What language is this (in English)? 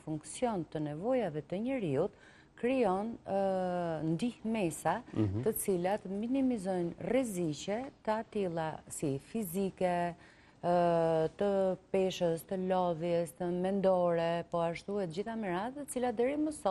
Albanian